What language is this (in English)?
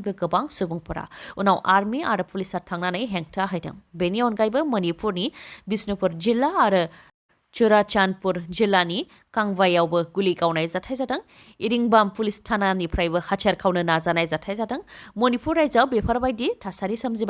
Bodo